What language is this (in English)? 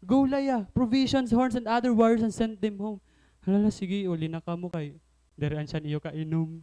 Waray